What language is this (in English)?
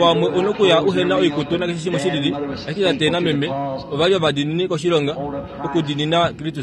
Kuanyama